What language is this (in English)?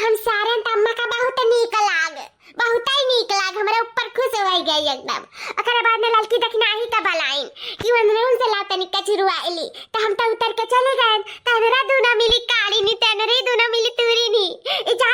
Awadhi